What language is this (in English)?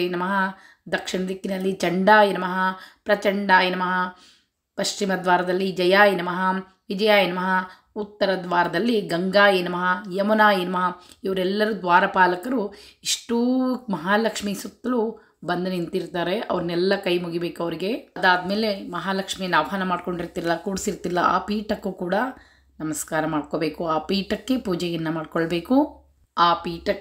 Kannada